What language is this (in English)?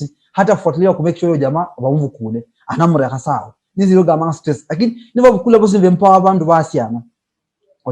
Luyia